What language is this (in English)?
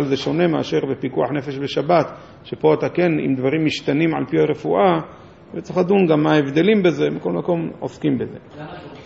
Hebrew